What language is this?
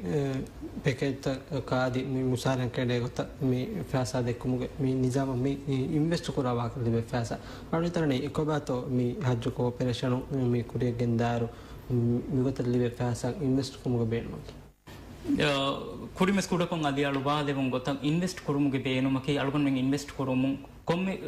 Divehi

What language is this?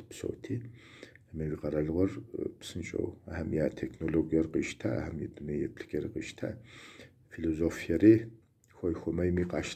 Kabardian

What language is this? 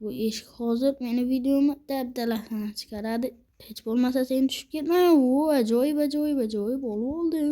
Uzbek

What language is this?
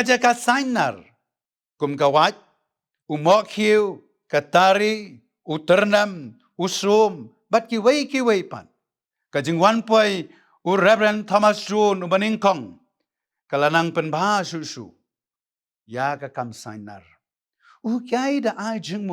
Khasi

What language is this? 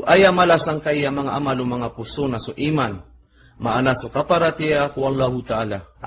Maranao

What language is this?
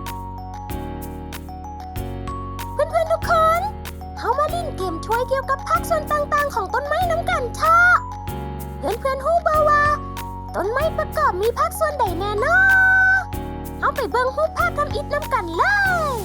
Lao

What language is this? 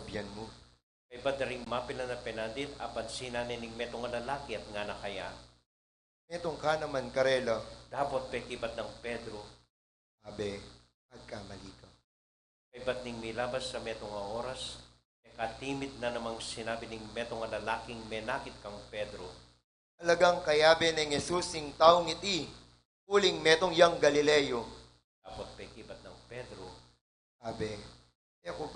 Pampanga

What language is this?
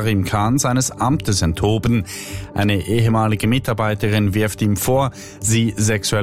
German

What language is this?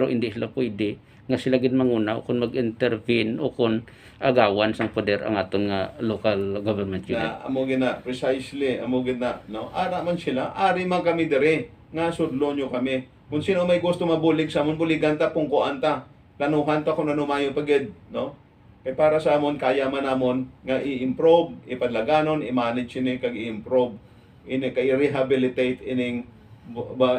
Hiligaynon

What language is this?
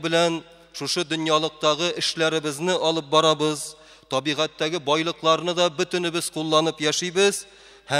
Tatar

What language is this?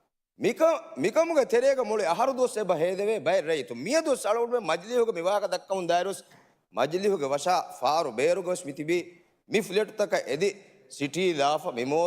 Divehi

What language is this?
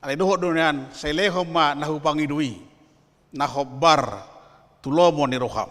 Batak Toba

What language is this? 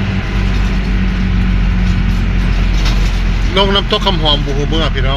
Lao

